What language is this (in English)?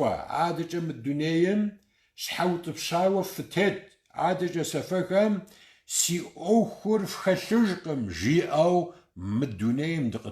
Kabardian